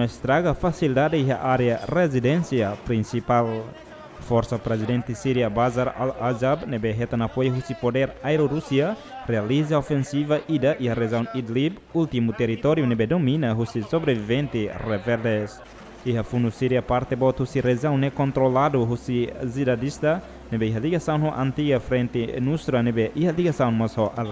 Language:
Tetum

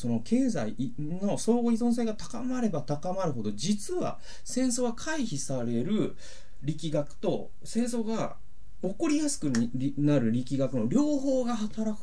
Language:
Japanese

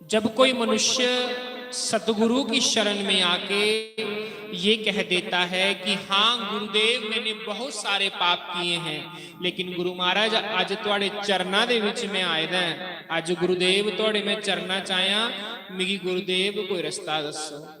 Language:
Dogri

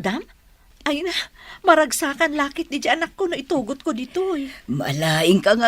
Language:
Iloko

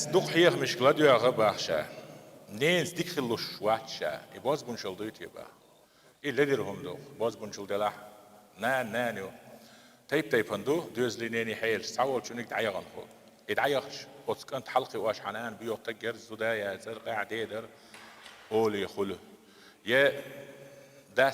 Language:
Chechen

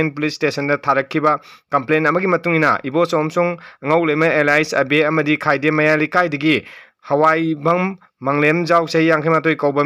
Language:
Manipuri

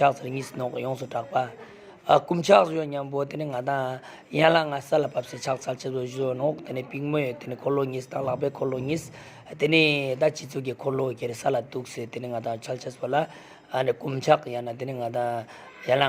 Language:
Ladakhi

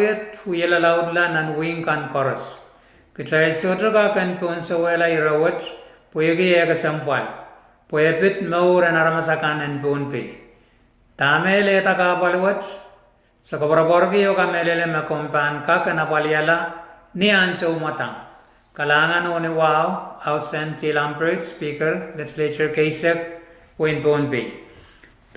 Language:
Pohnpeian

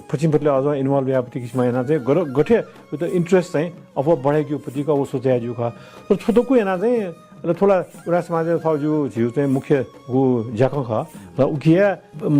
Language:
Newari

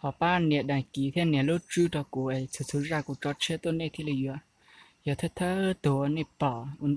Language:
Hmong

